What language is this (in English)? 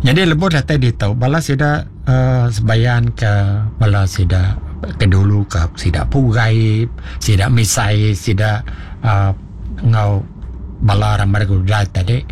Iban